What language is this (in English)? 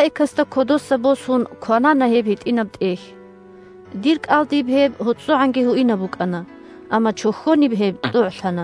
Avaric